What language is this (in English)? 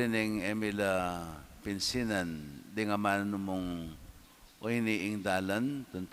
Pampanga